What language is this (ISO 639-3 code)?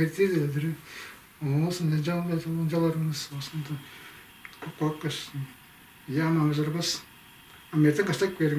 tyv